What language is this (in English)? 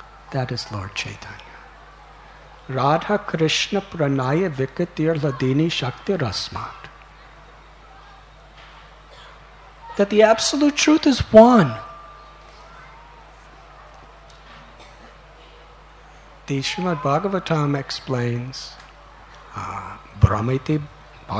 English